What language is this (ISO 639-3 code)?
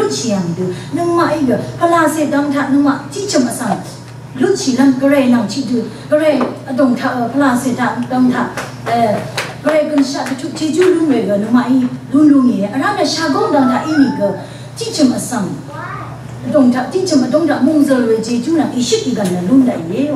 raw